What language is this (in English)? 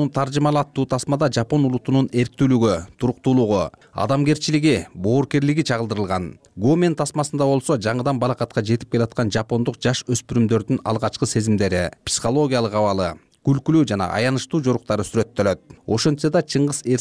Kyrgyz